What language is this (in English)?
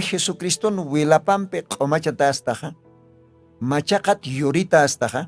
Aymara